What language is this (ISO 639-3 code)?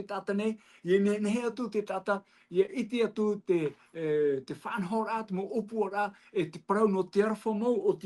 tah